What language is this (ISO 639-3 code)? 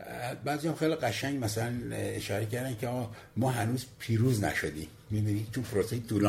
fas